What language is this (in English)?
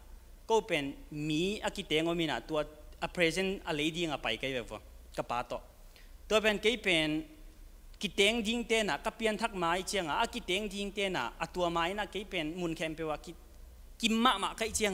Tedim Chin